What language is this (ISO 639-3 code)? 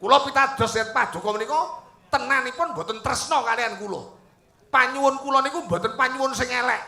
jav